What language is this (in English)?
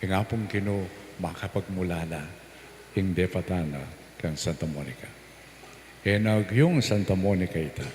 Pampanga